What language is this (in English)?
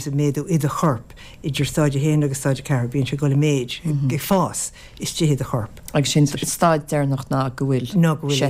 Irish